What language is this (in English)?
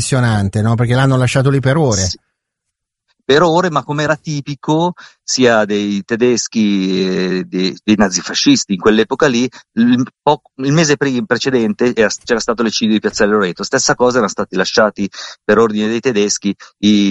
Italian